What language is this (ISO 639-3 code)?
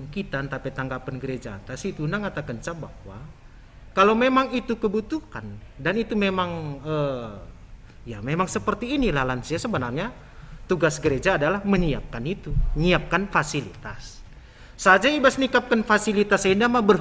btx